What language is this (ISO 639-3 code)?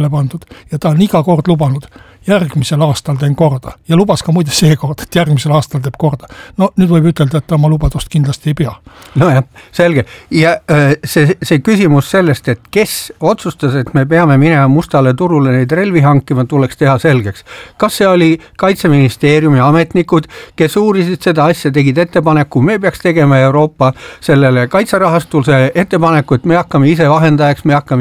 est